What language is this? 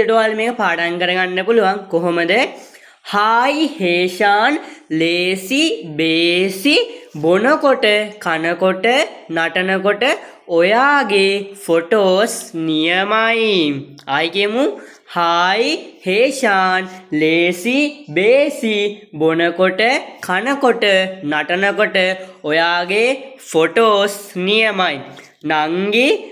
Sinhala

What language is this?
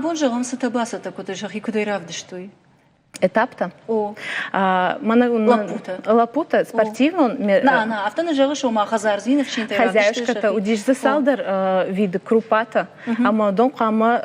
Ossetic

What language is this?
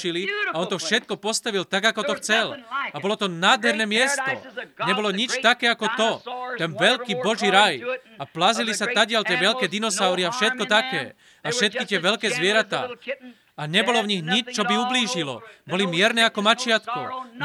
Slovak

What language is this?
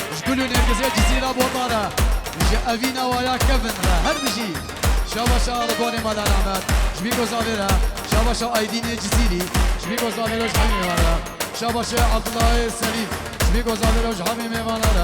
Kurdish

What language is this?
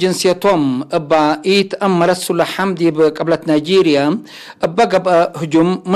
Tigre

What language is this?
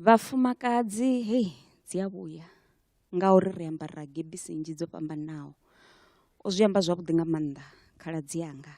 Venda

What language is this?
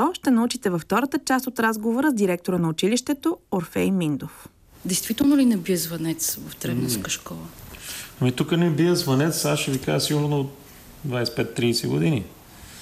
Bulgarian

